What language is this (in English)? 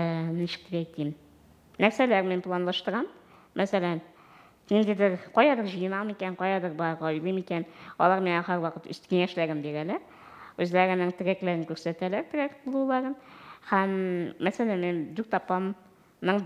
Tatar